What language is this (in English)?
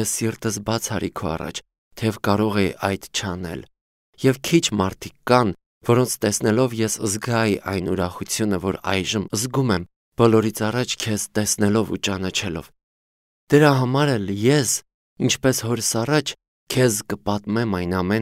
Armenian